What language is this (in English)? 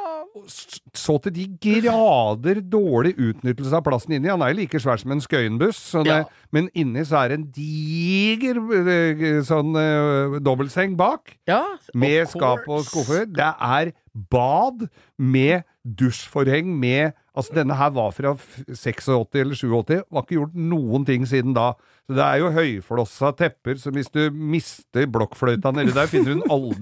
Norwegian